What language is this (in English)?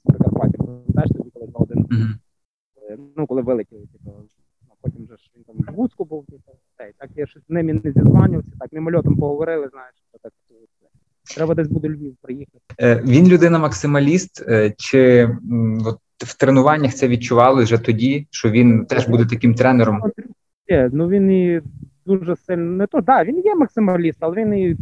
Ukrainian